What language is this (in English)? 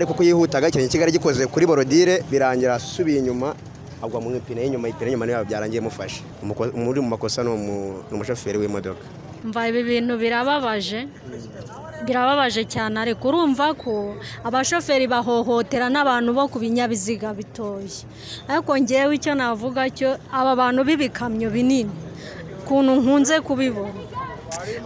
Kinyarwanda